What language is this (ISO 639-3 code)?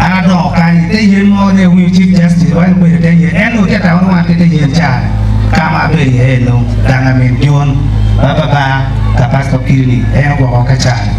ach